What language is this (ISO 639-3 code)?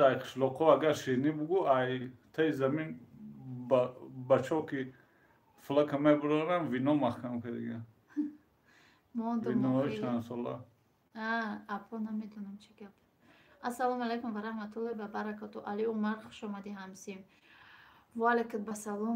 tgk